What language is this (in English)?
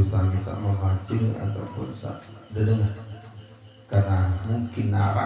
Sasak